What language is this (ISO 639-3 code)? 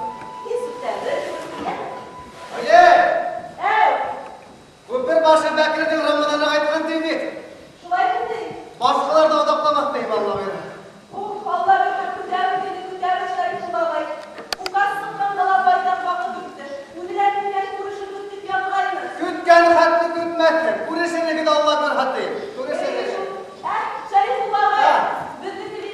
bak